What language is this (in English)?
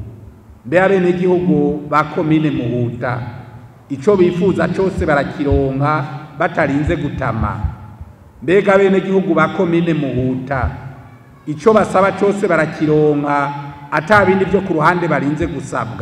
Rundi